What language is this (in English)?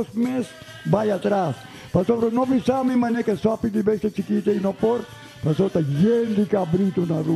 Papiamento